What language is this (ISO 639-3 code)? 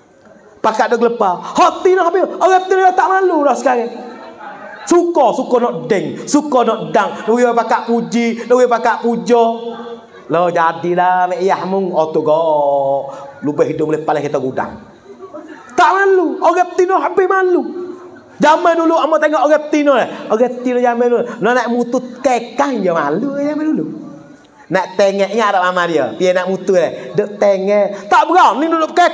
mfa